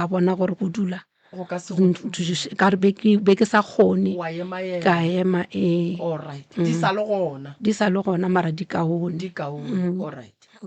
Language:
Northern Sotho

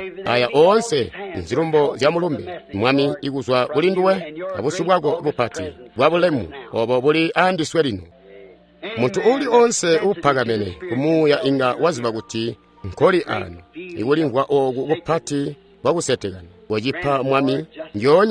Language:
Tonga (Zambia)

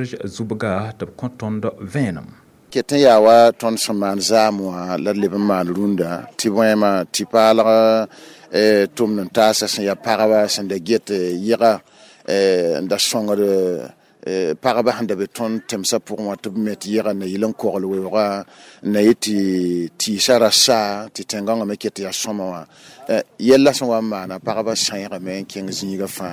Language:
Mossi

